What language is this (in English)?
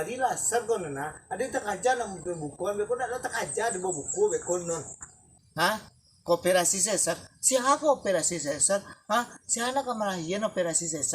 Minangkabau